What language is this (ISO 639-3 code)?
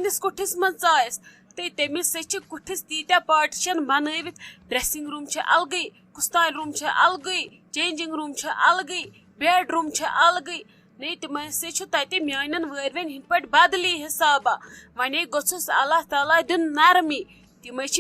kas